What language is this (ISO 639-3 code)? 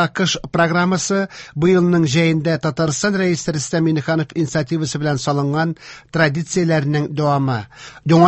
tat